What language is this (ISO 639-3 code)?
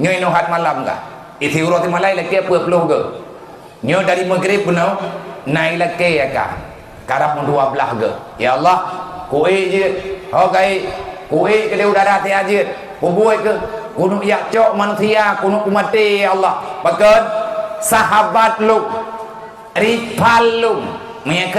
ace